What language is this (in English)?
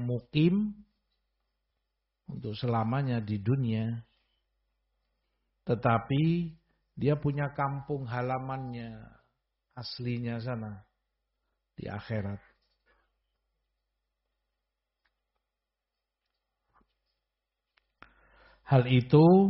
Indonesian